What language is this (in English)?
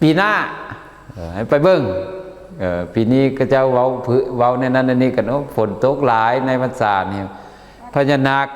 Lao